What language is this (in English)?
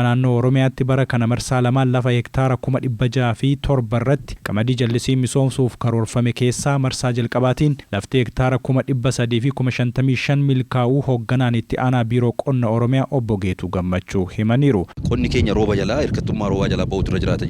Oromo